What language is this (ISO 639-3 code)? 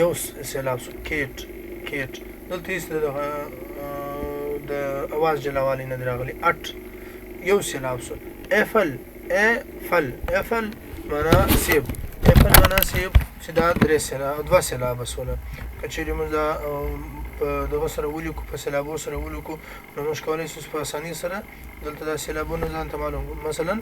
pus